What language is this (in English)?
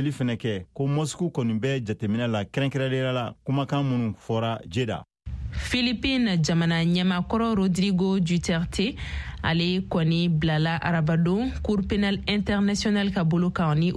Bambara